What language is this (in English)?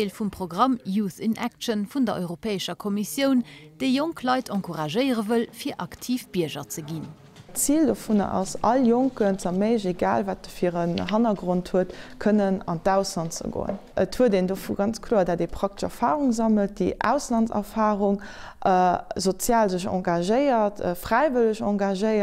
Luxembourgish